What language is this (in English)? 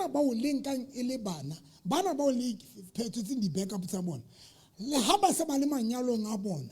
Southern Sotho